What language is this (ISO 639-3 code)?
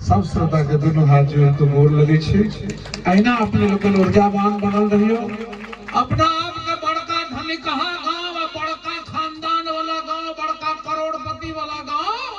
mai